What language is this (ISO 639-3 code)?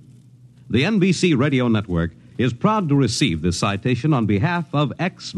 eng